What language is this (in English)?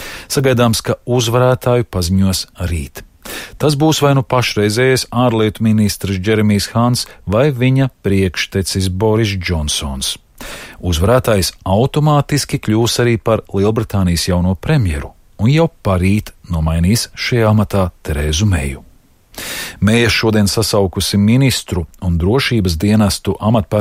Latvian